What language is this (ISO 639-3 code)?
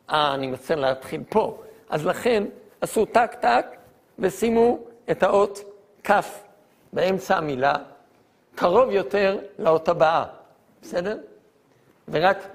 heb